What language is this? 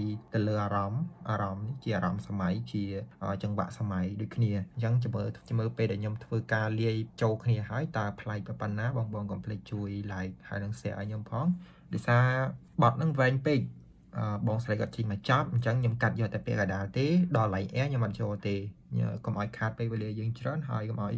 Khmer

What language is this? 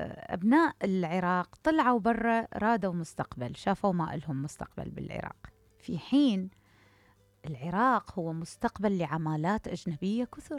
Mesopotamian Arabic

